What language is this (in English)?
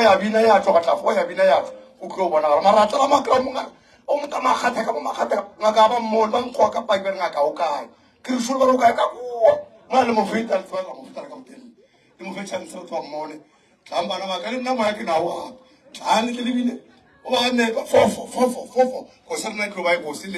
Northern Sotho